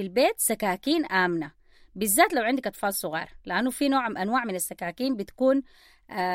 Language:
Sudanese Arabic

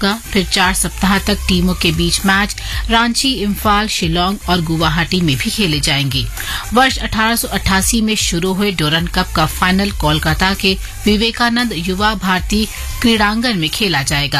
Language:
Hindi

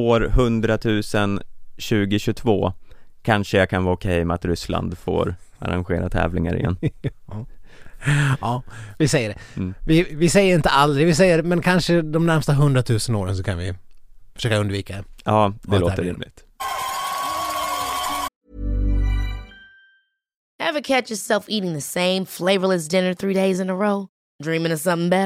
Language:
Swedish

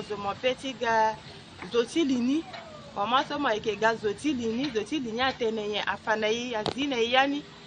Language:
Sango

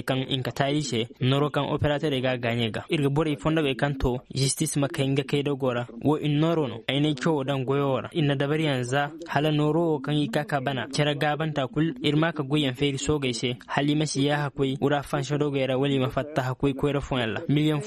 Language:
Koyraboro Senni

